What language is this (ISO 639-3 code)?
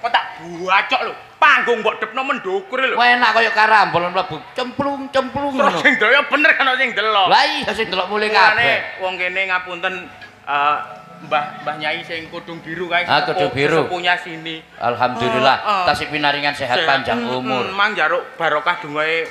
jav